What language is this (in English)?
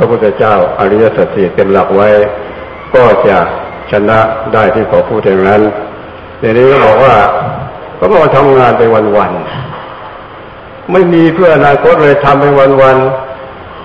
Thai